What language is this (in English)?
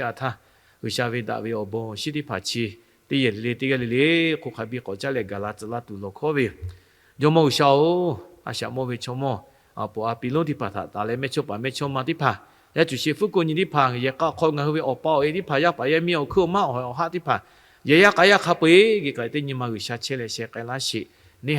Lahu